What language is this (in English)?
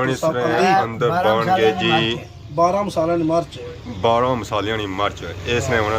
Pahari-Potwari